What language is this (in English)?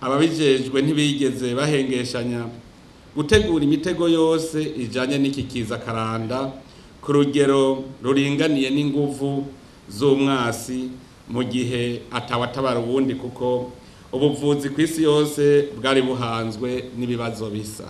Rundi